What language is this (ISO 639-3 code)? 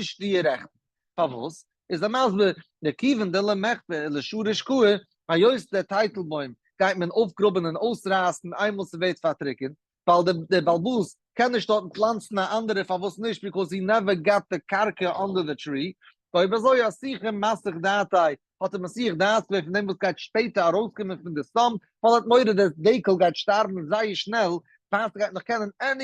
yid